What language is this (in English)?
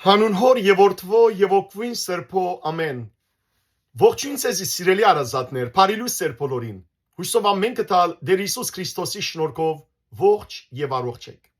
Western Armenian